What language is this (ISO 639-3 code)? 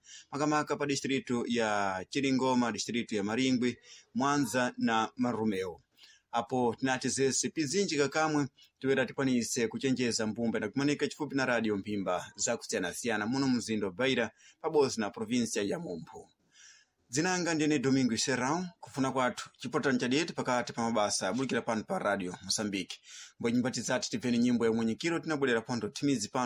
seh